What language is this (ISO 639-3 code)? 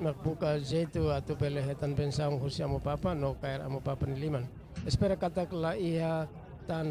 tet